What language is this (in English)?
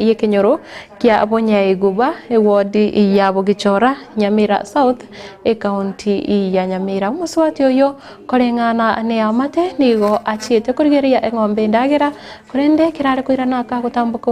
Gusii